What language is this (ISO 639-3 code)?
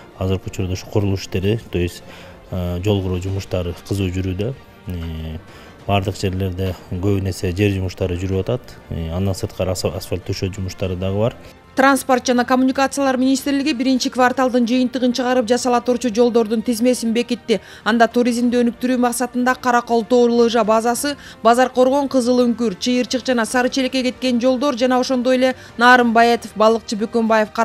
kir